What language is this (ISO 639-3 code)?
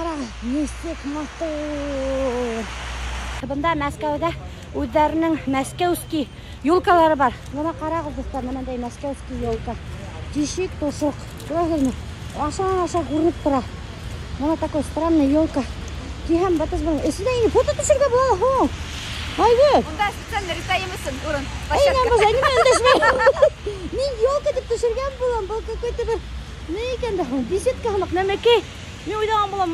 bak